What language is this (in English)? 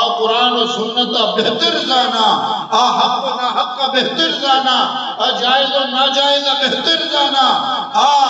Eastern Balochi